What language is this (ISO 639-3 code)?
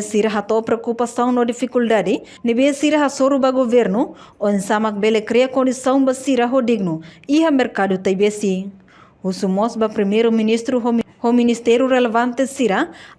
tet